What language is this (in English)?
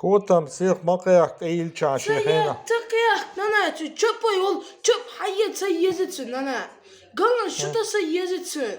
Chechen